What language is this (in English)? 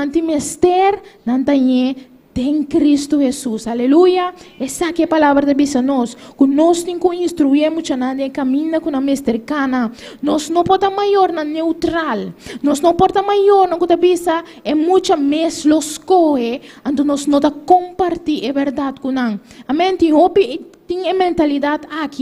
Papiamento